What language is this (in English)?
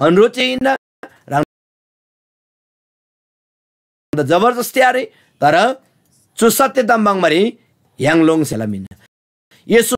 Eastern Tamang